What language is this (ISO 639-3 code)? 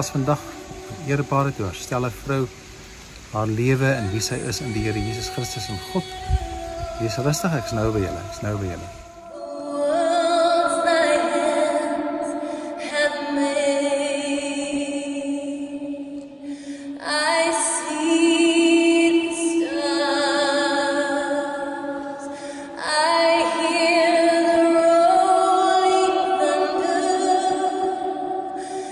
afr